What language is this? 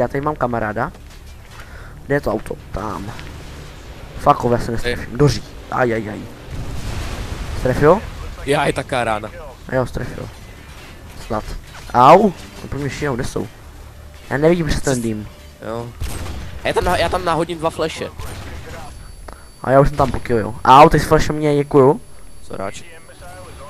Czech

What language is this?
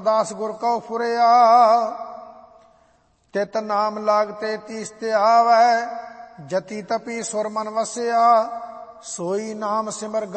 Punjabi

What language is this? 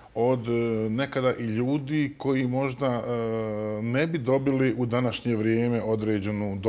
Bosnian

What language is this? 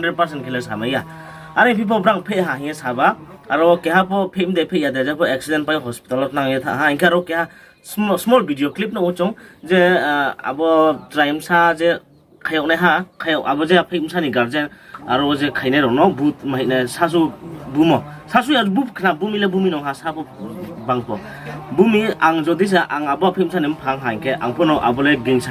Riang (India)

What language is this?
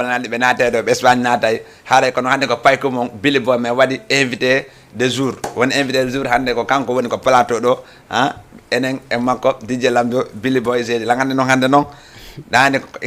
Fula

